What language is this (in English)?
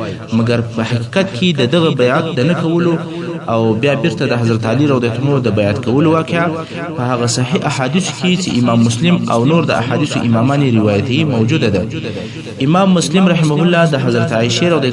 Pashto